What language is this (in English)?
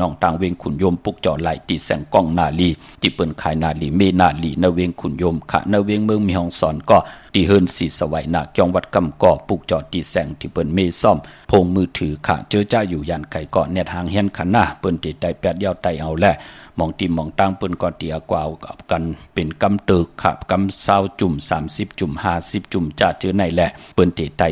Shan